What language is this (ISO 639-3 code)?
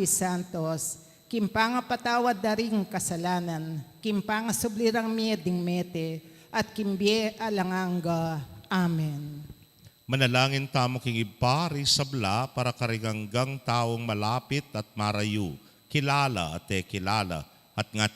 pam